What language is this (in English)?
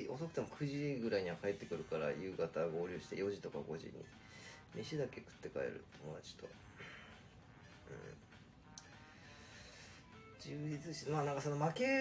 Japanese